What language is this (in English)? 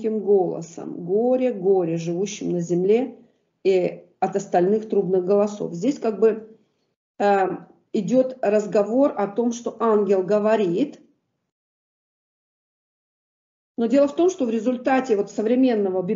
Russian